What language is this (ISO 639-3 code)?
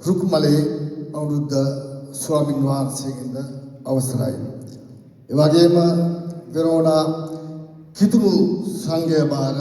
sin